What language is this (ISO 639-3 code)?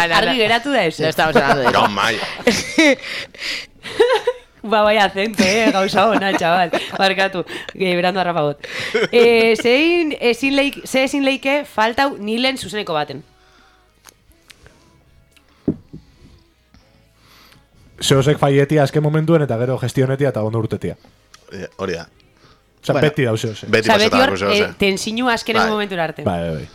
eus